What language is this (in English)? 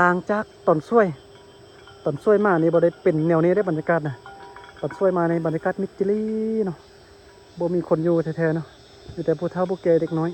Lao